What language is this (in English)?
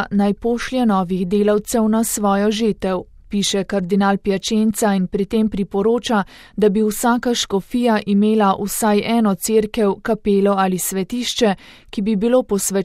Slovenian